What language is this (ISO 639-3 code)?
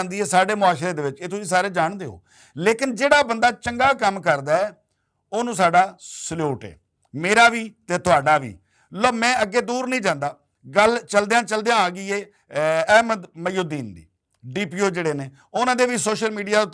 lah